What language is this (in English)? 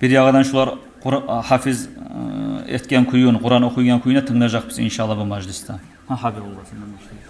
Kumyk